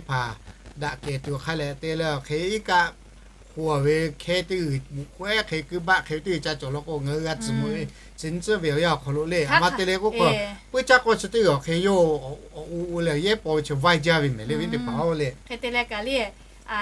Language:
Lahu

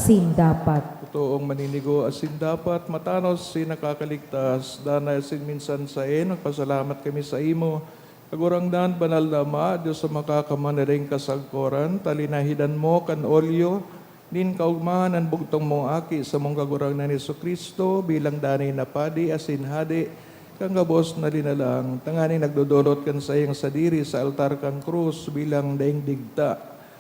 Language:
Bikol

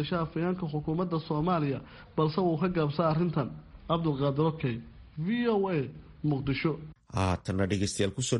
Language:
Somali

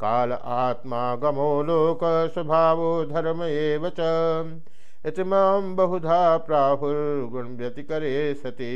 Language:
Sanskrit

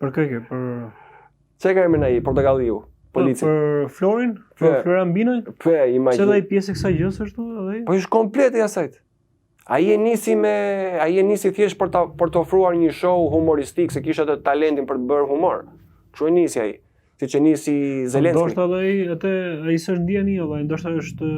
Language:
Albanian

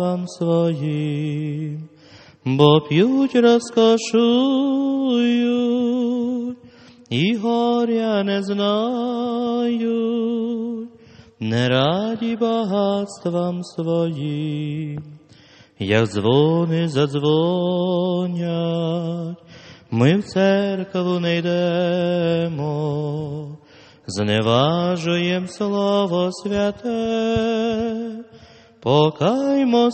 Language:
Ukrainian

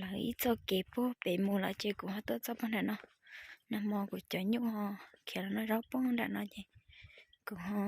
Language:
Hmong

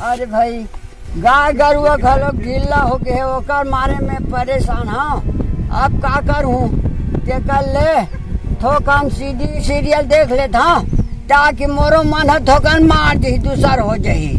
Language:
Chhattisgarhi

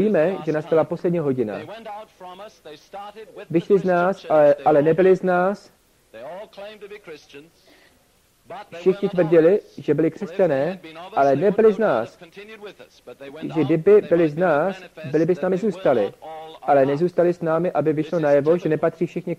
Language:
Czech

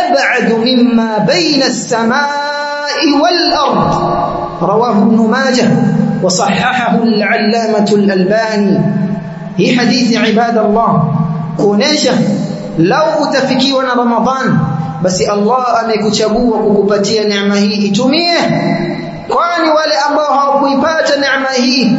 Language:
Swahili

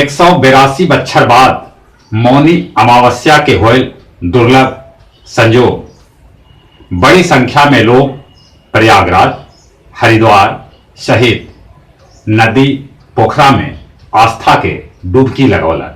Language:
Magahi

